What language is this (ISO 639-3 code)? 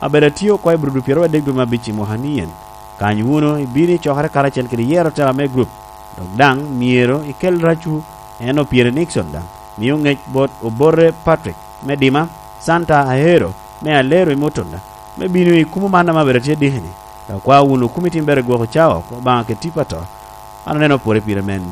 laj